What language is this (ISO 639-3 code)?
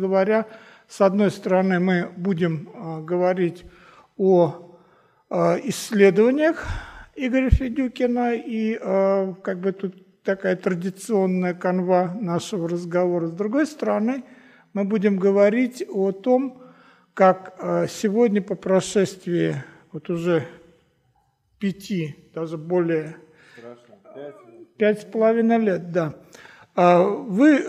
rus